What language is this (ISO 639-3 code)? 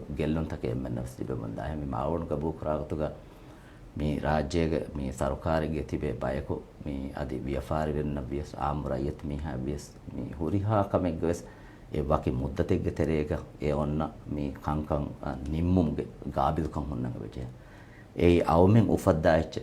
div